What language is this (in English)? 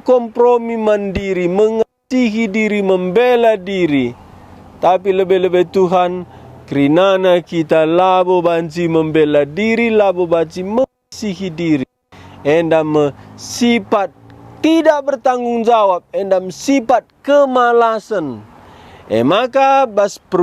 Batak Karo